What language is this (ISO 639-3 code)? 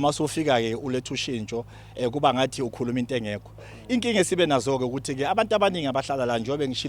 zul